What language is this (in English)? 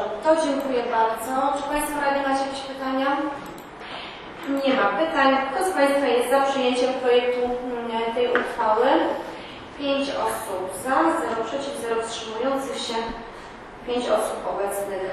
Polish